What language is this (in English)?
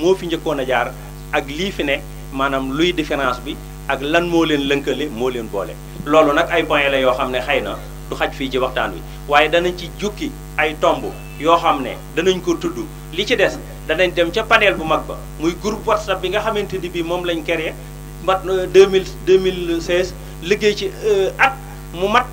Wolof